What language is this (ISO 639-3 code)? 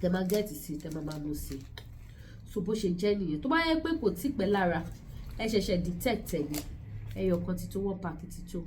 yor